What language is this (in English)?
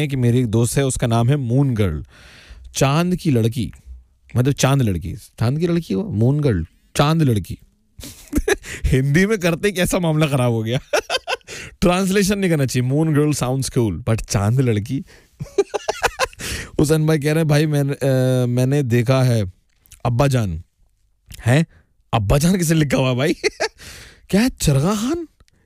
Hindi